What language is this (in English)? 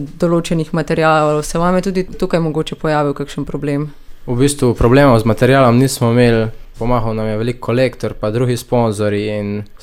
Slovenian